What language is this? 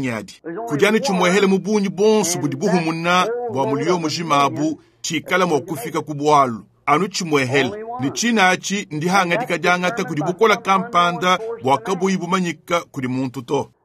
Luba-Lulua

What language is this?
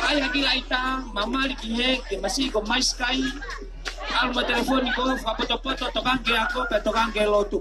Tongan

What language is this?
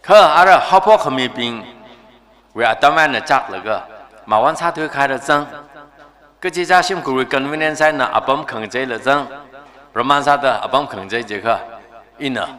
Tangkhul Naga (India)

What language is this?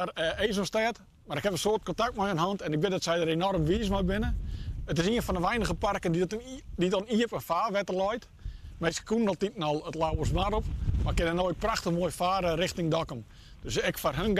Western Frisian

